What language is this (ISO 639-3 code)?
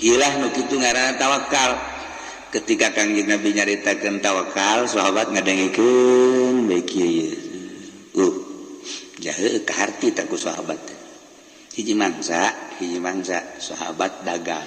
sun